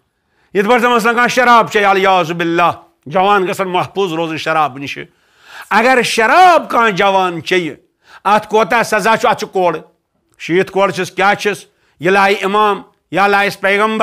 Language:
Kashmiri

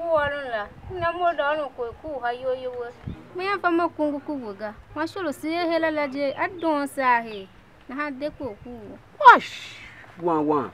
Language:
Tiv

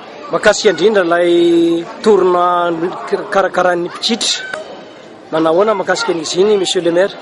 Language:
Malagasy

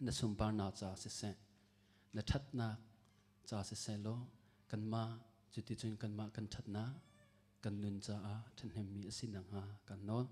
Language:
Hakha Chin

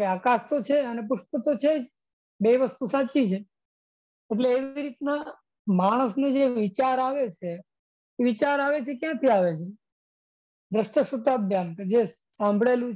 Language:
Gujarati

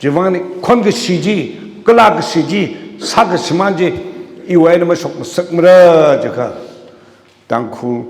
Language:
Tangkhul Naga (India)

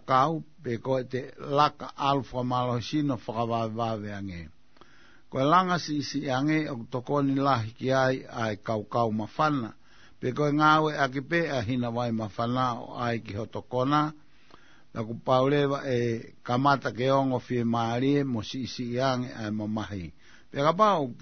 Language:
Tongan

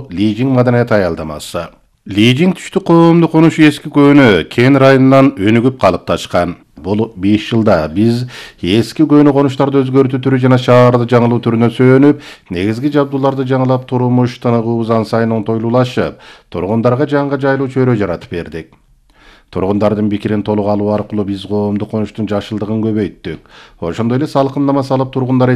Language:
Kyrgyz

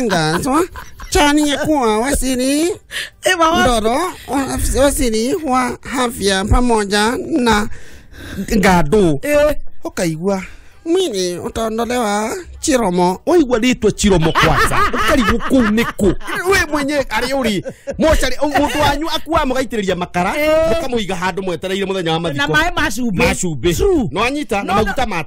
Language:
Kikuyu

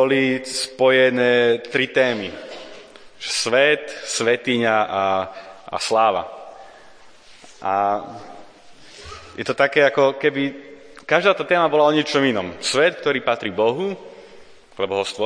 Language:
Slovak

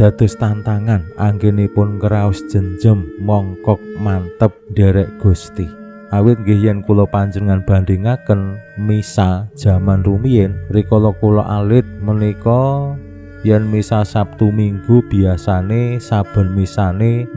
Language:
Javanese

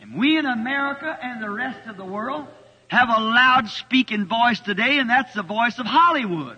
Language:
Bemba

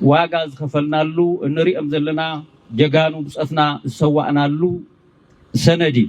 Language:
Tigrinya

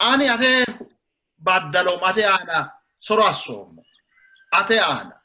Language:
Sidamo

